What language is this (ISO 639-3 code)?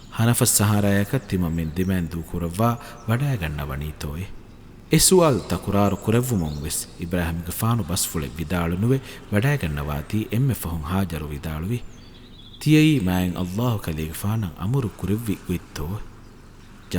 div